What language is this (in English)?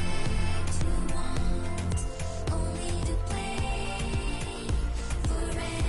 Morisyen